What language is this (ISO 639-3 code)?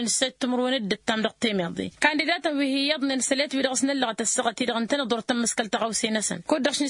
taq